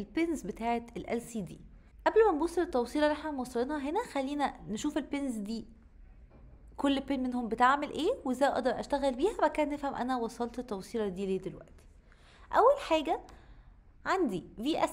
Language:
Egyptian Arabic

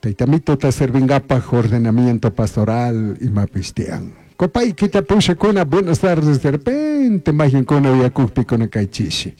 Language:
Chimborazo Highland Quichua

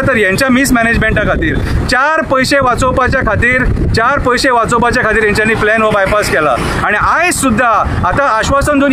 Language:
Konkani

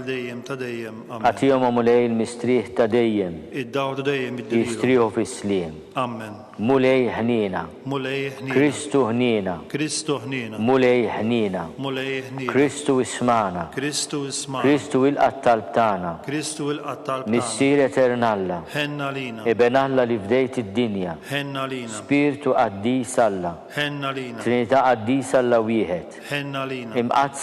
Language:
Maltese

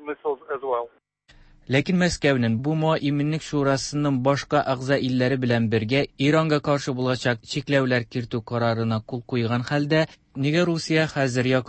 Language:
Tatar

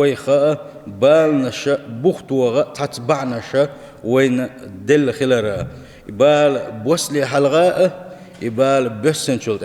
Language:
Chechen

